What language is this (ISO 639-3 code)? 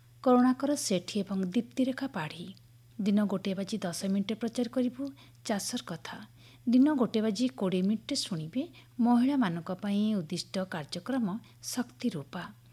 ori